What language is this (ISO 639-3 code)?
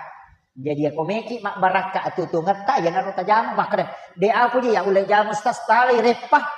bug